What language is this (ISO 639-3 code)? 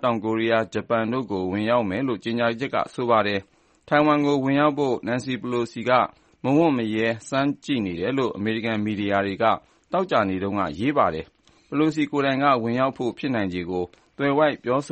mya